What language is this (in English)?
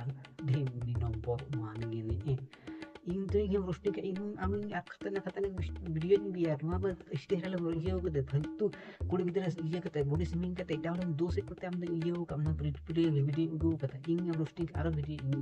Santali